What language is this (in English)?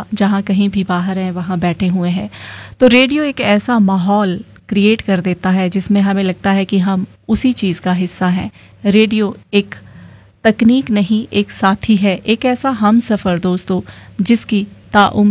Hindi